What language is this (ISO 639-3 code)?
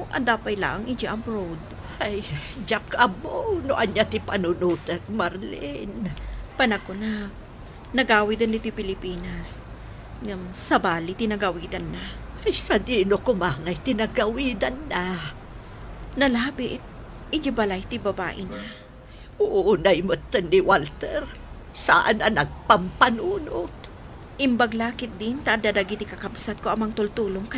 ilo